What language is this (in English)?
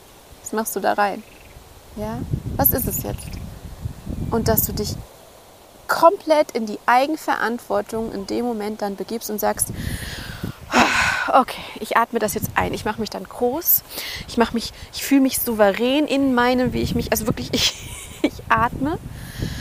German